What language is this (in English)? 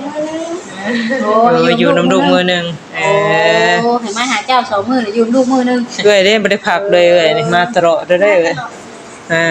Northeastern Thai